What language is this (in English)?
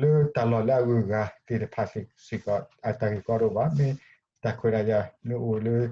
S'gaw Karen